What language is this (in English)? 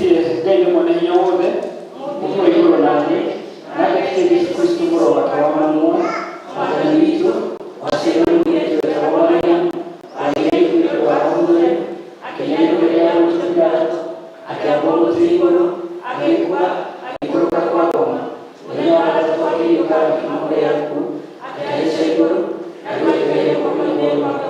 Kikuyu